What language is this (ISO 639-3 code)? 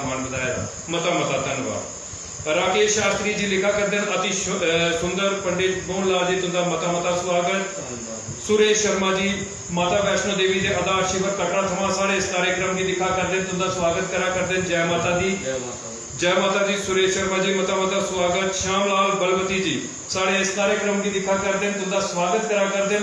doi